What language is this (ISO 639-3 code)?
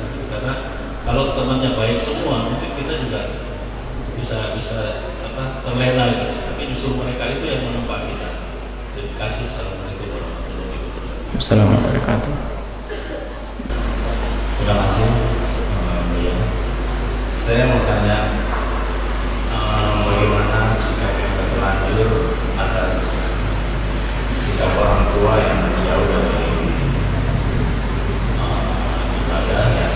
ind